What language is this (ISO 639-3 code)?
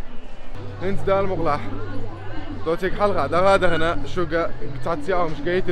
che